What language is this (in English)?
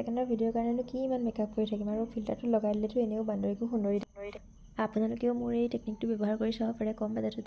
Assamese